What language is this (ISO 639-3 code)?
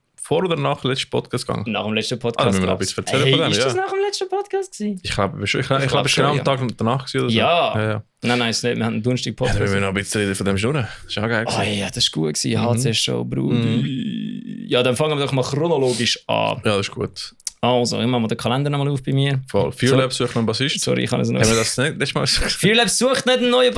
gsw